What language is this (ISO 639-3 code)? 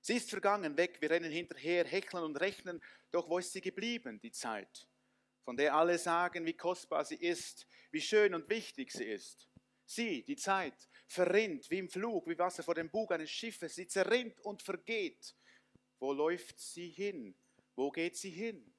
gsw